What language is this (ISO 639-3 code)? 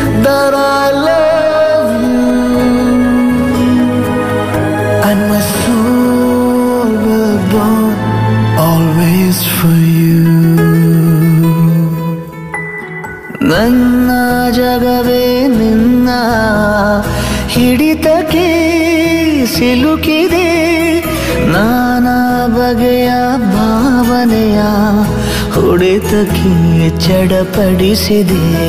kan